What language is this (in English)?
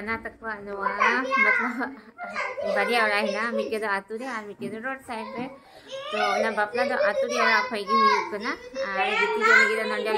Santali